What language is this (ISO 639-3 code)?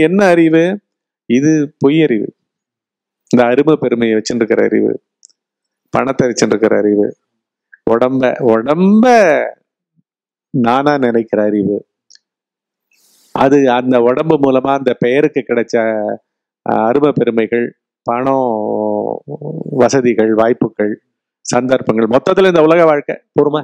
tam